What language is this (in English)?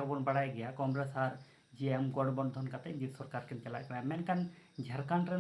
Santali